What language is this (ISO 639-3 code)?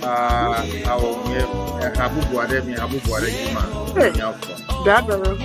ewe